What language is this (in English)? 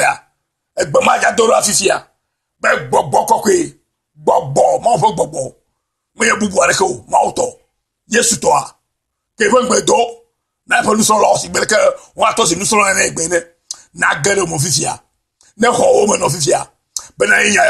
Ewe